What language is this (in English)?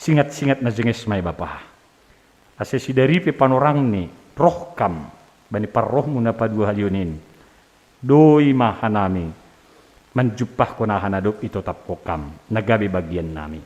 Batak Simalungun